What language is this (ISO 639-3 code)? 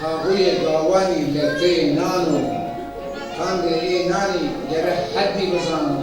zza